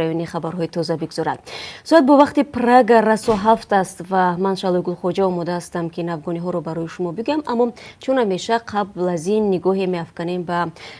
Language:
Tajik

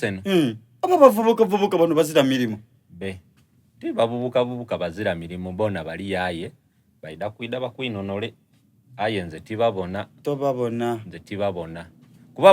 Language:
Soga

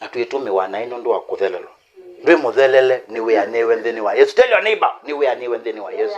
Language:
Kamba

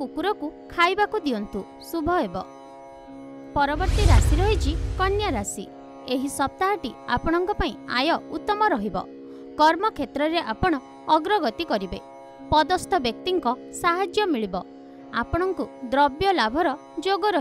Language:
Odia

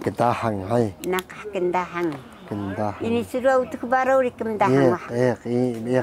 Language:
Taroko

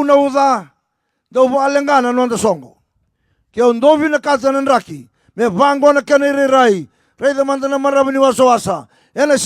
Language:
Fijian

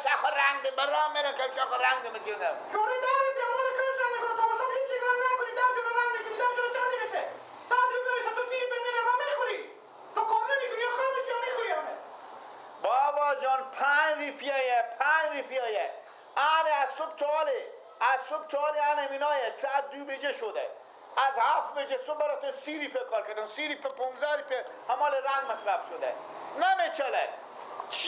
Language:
Persian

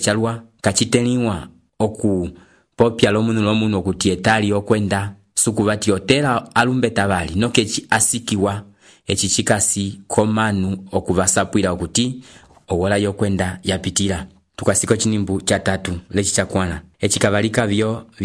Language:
Umbundu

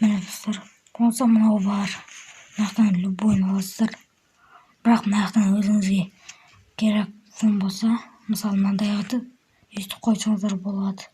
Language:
Kazakh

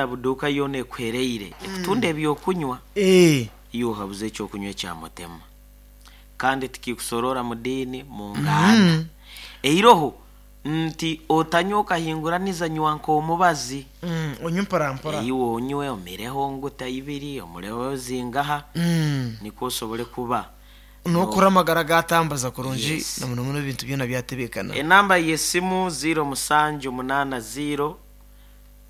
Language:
Nyankole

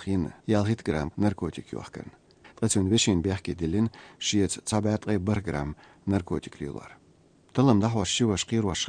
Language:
Chechen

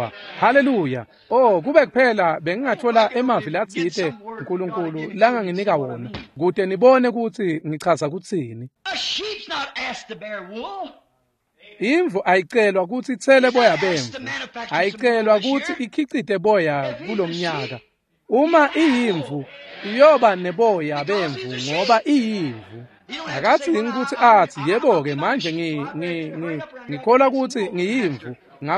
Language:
Swati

